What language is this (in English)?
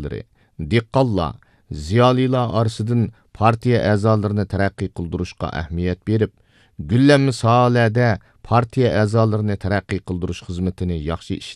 Uyghur